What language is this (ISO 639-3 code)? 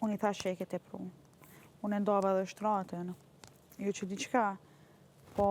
sqi